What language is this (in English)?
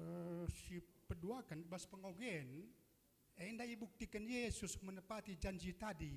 Batak Karo